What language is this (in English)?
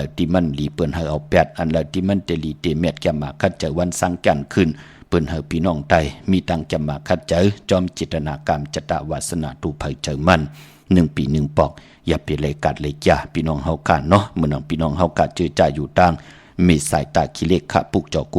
Shan